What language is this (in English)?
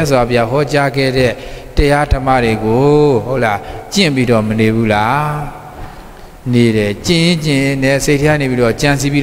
Burmese